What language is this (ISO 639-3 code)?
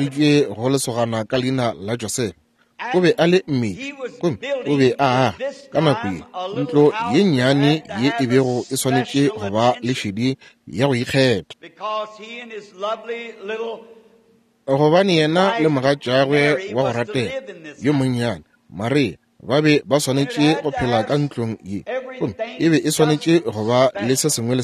nso